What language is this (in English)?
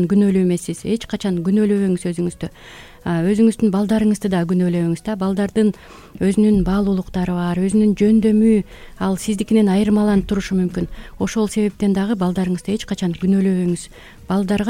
Kyrgyz